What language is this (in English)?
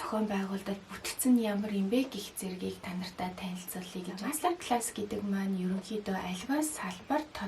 Mongolian